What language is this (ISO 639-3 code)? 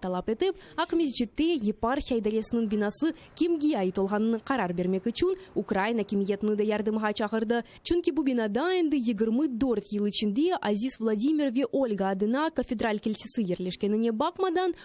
crh